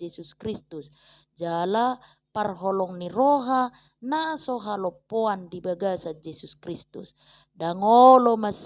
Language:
Batak Toba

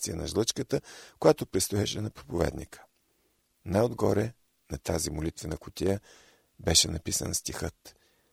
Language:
Bulgarian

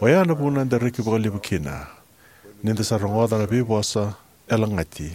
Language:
Fijian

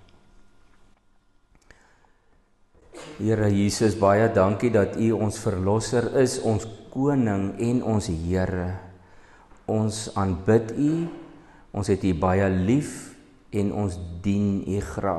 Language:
Afrikaans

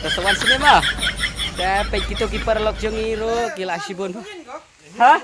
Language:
Khasi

